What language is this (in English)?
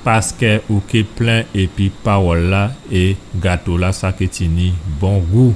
Guadeloupean Creole French